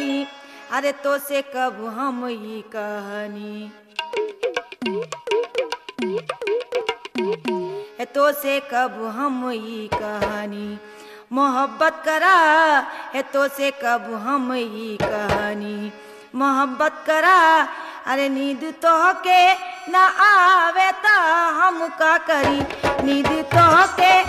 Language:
Bhojpuri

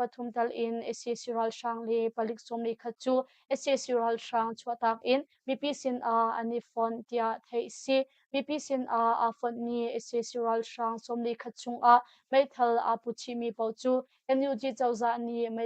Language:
Hakha Chin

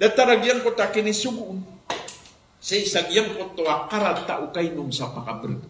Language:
Maranao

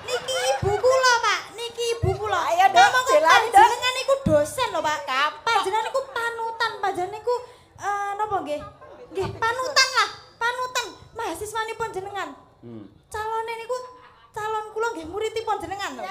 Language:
Javanese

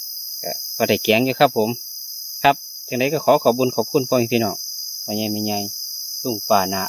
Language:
Northeastern Thai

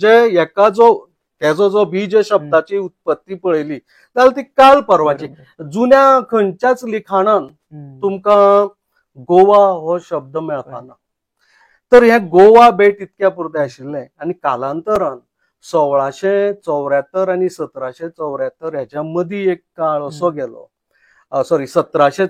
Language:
Konkani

